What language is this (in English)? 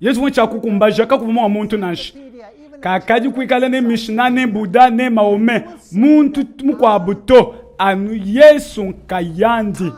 Luba-Lulua